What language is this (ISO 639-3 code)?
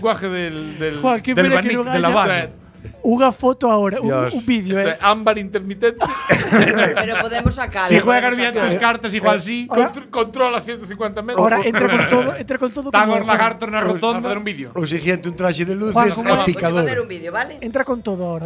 glg